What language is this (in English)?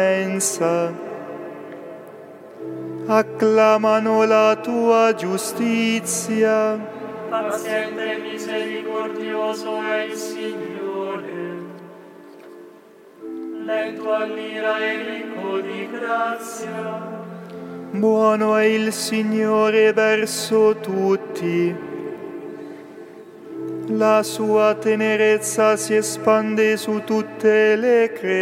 Italian